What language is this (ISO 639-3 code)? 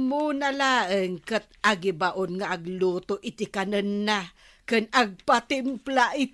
ilo